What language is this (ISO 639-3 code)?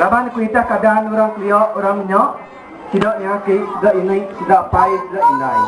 iba